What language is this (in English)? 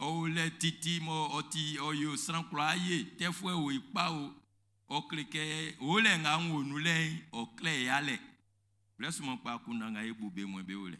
Baoulé